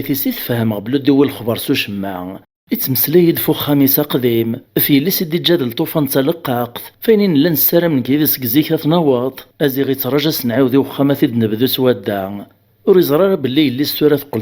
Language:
Kabyle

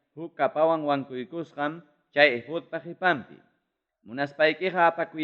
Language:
Ayacucho Quechua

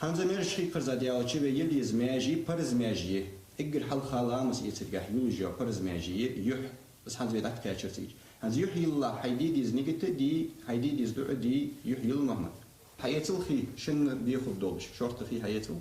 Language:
Ingush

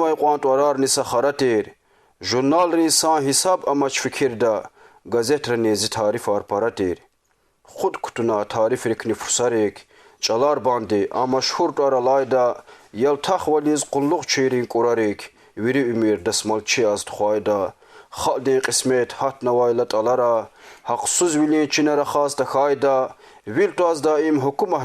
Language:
Lezghian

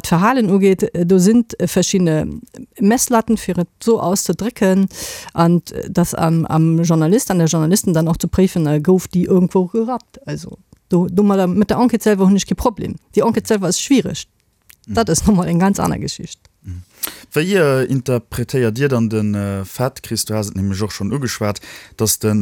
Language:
Luxembourgish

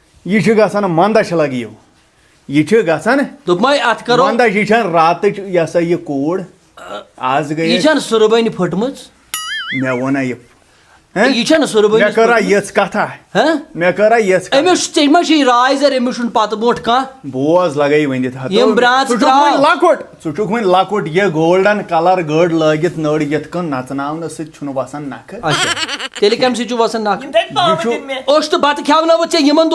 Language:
Kashmiri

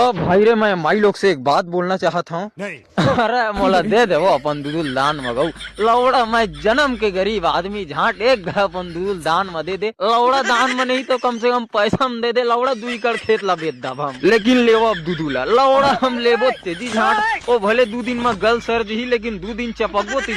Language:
Chhattisgarhi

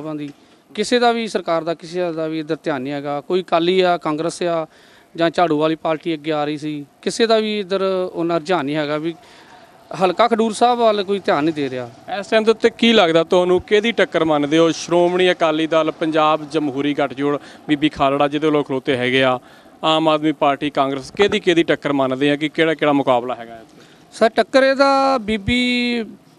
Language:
Punjabi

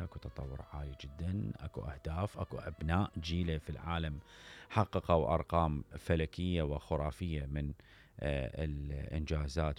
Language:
Mesopotamian Arabic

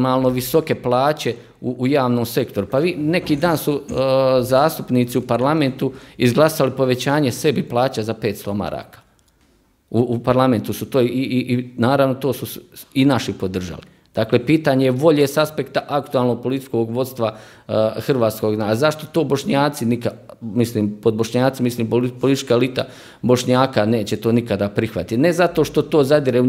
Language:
Croatian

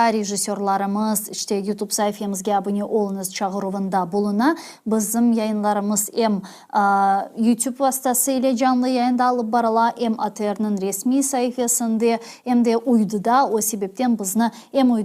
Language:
Crimean Tatar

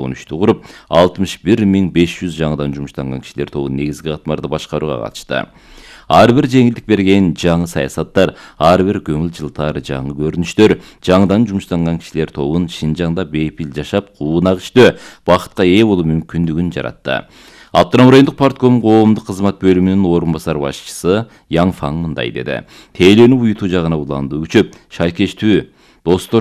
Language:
Kyrgyz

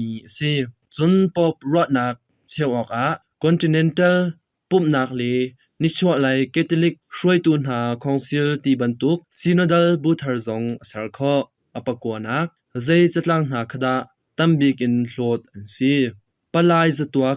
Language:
Hakha Chin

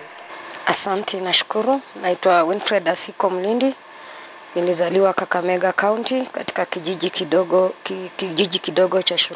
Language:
Swahili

